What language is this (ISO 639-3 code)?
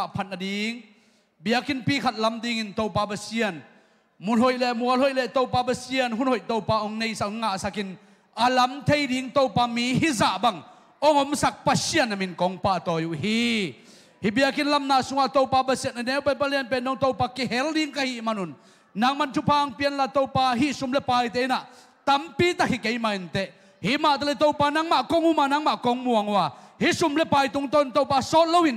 ctd